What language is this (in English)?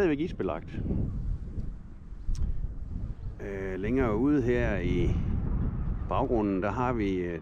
Danish